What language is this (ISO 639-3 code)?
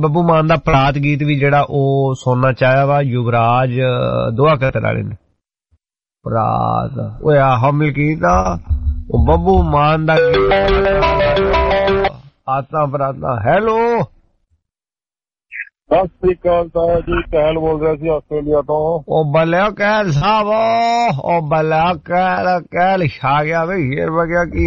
pan